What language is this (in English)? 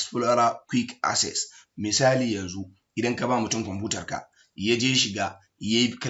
Hausa